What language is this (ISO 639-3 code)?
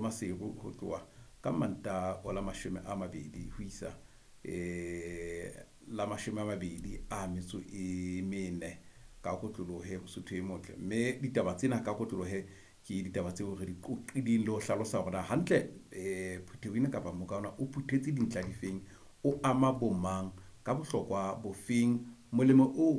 sot